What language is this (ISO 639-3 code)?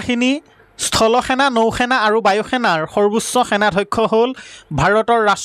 asm